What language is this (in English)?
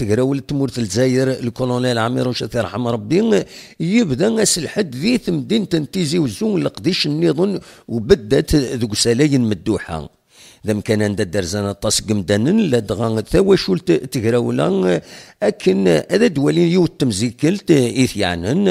Kabyle